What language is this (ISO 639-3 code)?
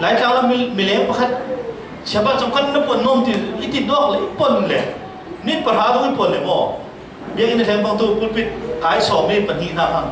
cfm